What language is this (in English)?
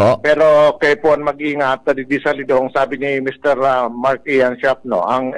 Bikol